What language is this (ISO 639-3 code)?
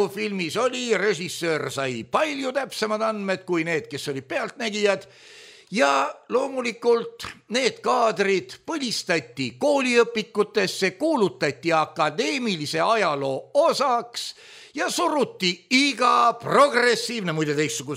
est